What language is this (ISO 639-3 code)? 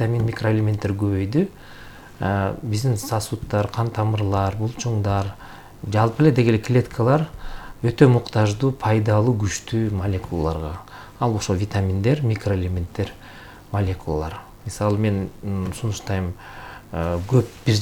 kir